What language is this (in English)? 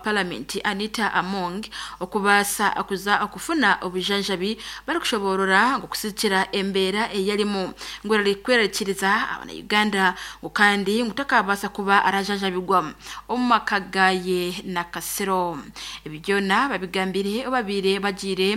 Nyankole